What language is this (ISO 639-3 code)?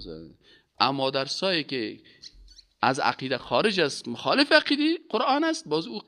fas